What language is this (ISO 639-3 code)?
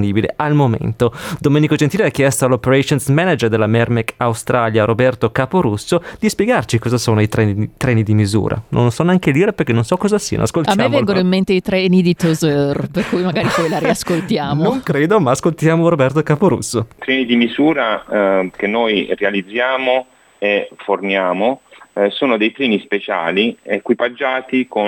ita